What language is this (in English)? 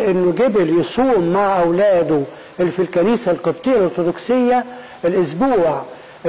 Egyptian Arabic